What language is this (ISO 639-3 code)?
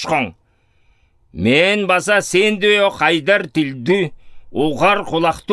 alt